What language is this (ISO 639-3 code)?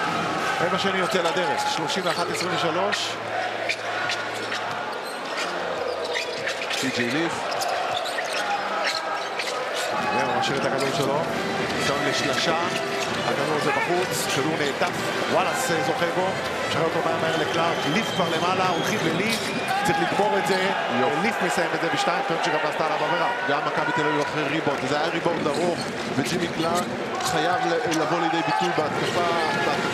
heb